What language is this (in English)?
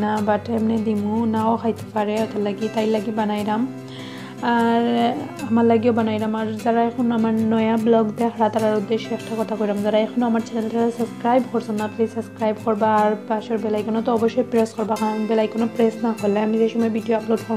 Sylheti